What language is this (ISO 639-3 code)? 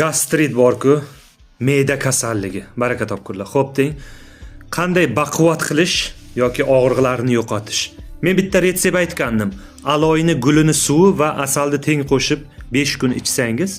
uzb